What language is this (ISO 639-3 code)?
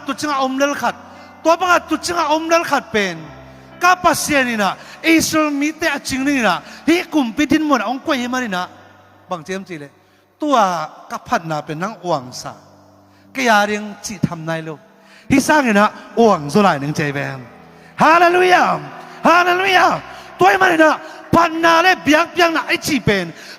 ctd